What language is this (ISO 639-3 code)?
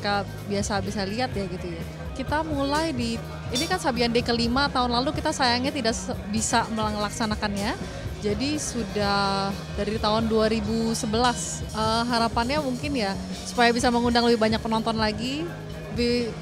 ind